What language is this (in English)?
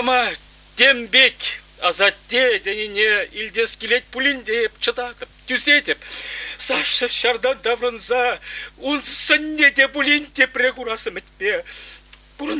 Chuvash